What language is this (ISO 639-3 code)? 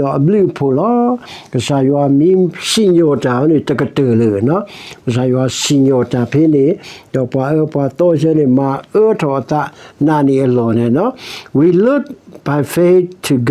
ksw